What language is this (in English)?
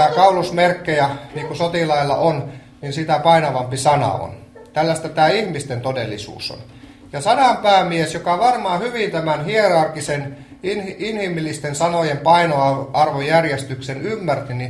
Finnish